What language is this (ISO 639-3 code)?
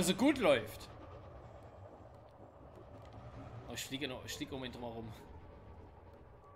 deu